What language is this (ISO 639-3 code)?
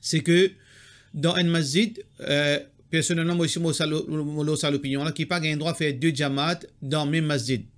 mfe